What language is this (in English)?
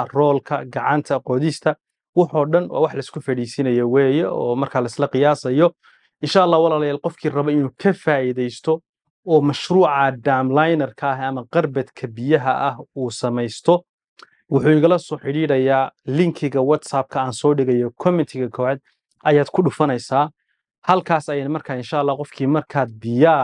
Somali